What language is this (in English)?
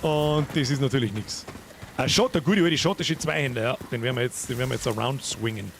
Bavarian